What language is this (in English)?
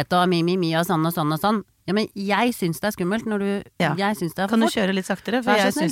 Norwegian